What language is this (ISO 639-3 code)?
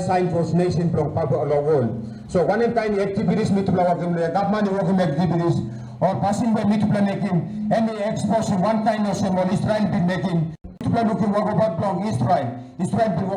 tpi